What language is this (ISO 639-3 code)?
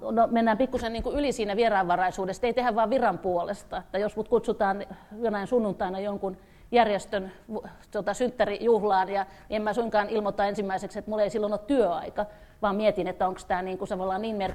fin